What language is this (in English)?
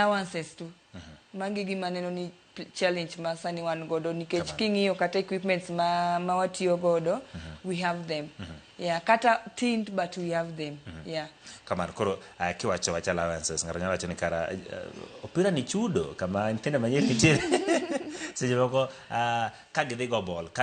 Luo (Kenya and Tanzania)